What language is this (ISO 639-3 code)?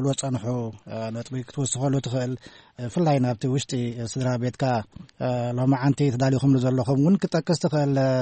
tir